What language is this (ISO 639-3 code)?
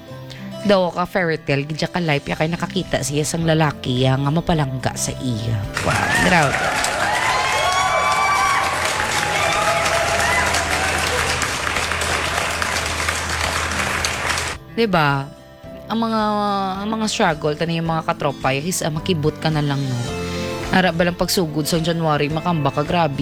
hil